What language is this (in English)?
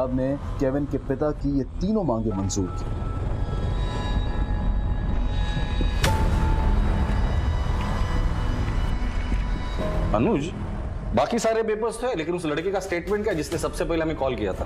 Hindi